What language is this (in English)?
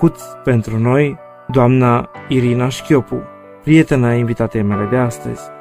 Romanian